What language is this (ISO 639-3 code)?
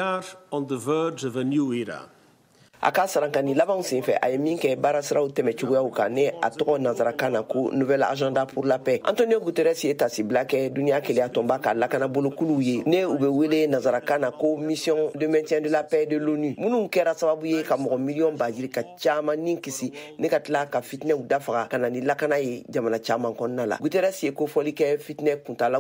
bam